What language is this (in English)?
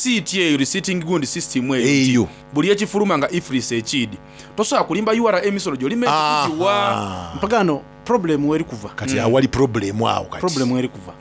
Soga